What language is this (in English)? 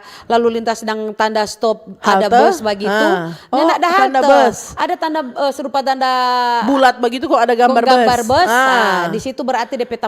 Manado Malay